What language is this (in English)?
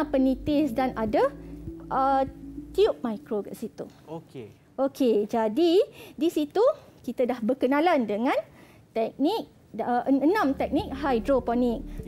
Malay